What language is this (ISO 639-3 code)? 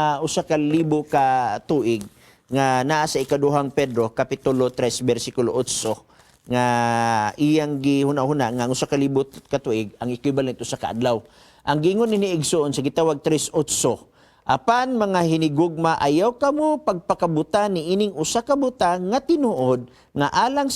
ceb